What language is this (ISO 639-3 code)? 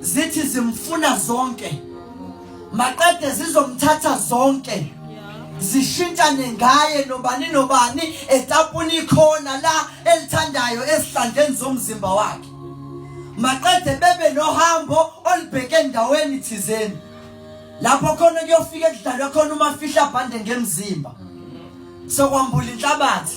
zul